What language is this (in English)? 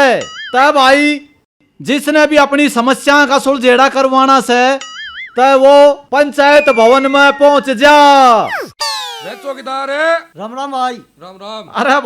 Haryanvi